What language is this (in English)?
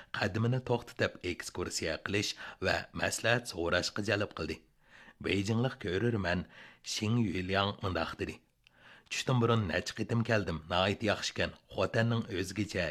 Uyghur